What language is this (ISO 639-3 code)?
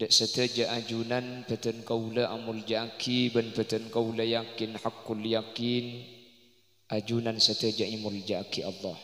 mad